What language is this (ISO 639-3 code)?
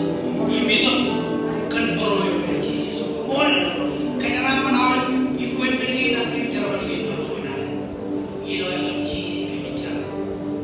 mah